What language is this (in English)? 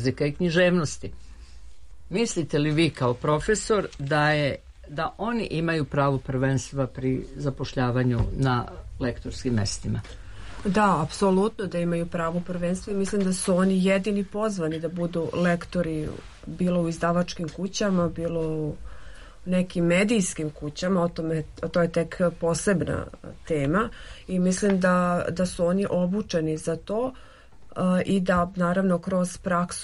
Serbian